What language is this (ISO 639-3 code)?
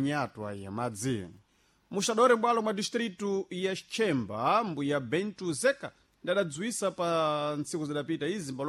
seh